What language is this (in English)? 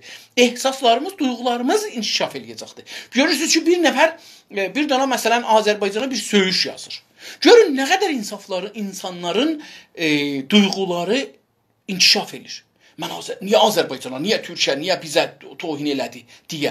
South Azerbaijani